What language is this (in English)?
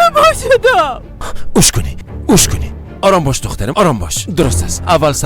Persian